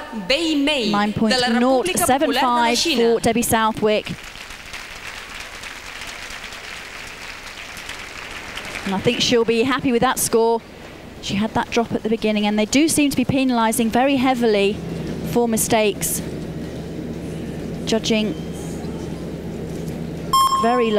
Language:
English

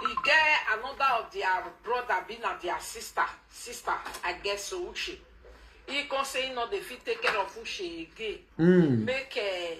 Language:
Nigerian Pidgin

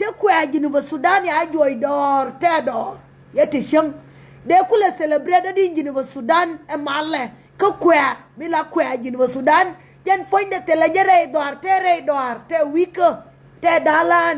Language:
Nuer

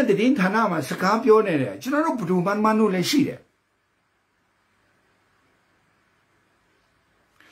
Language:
Burmese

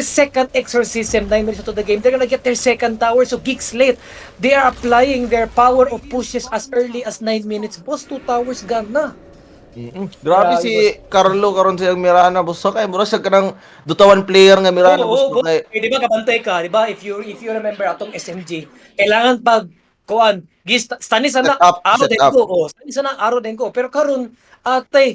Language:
Cebuano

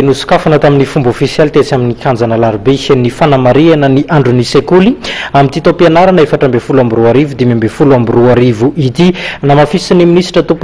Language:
Malagasy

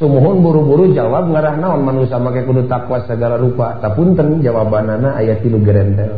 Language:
Sundanese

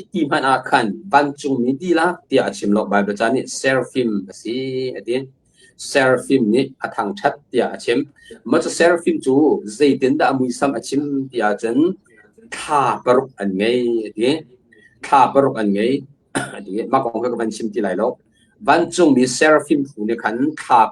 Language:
Hakha Chin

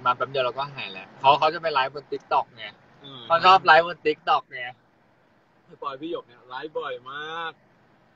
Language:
Thai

